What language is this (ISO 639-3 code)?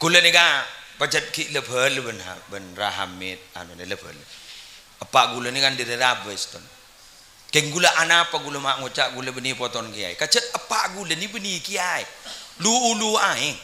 mad